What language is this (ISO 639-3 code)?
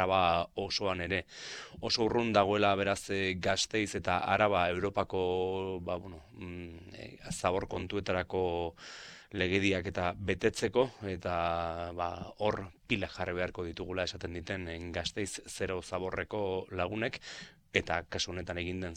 eus